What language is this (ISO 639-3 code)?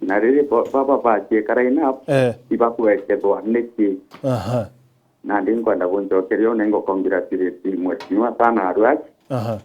mer